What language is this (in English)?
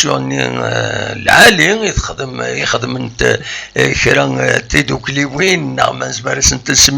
Kabyle